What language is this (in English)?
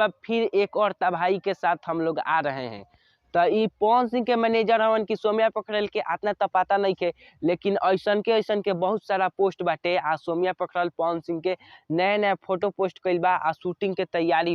Bhojpuri